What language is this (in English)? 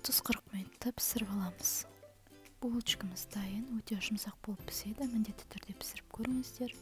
Kazakh